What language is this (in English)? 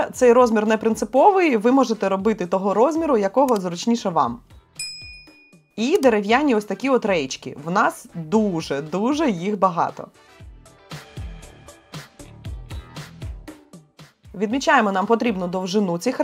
Ukrainian